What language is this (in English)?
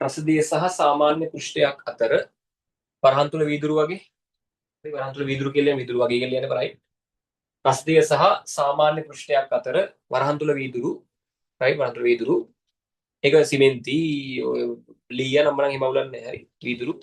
Sinhala